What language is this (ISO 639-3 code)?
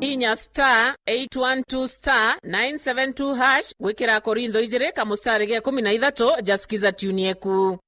mer